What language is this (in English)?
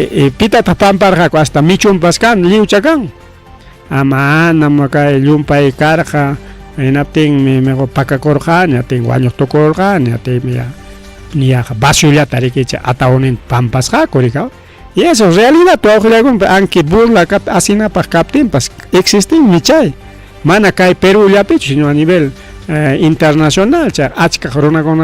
Ayacucho Quechua